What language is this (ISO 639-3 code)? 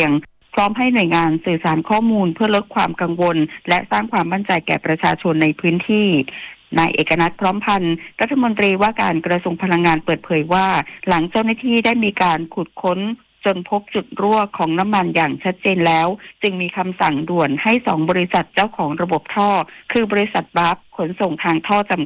tha